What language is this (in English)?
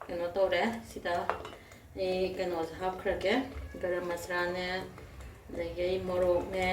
Manipuri